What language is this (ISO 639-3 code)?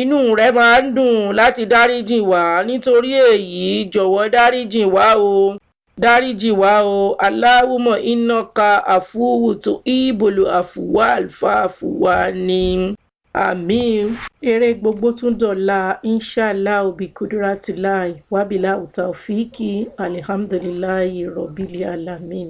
yor